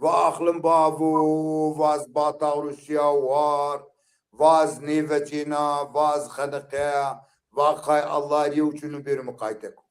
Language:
Zaza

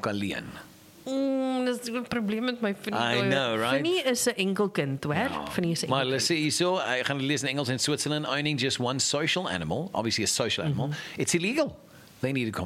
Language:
Afrikaans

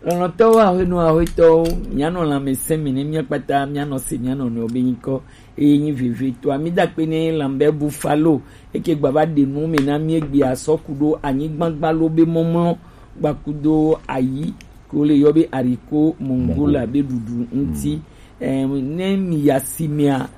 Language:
Gen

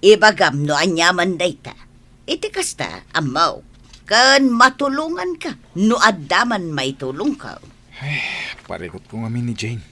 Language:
Iloko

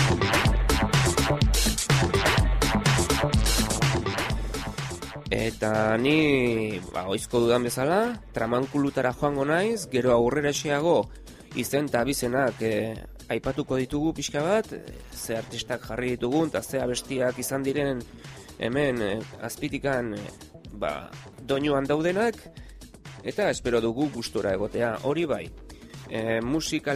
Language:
Basque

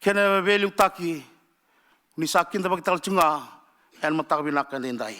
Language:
Fijian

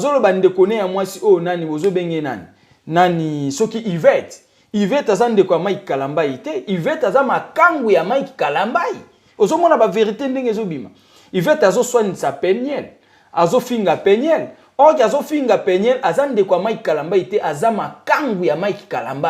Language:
Lingala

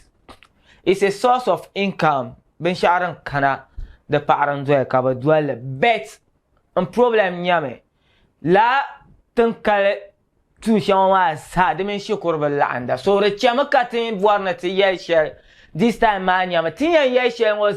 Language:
Dagbani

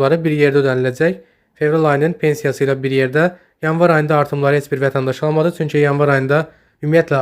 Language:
Azerbaijani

